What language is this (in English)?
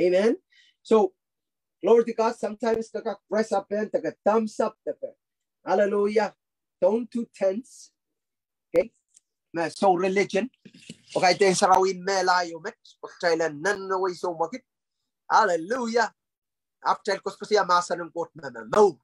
Pohnpeian